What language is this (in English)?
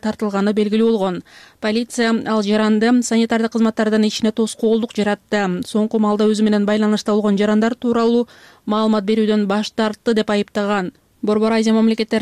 Kyrgyz